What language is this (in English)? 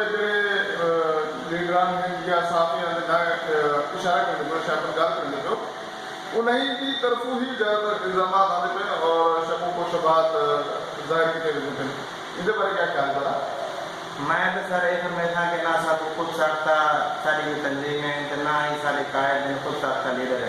Saraiki